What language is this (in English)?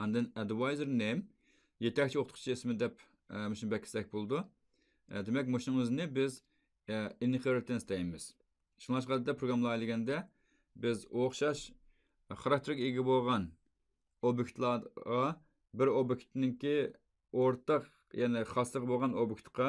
Uyghur